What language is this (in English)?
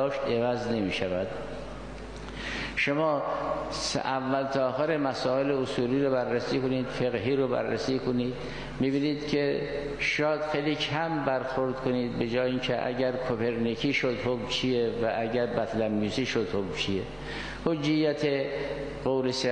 Persian